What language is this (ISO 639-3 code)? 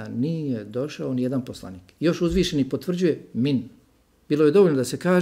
bos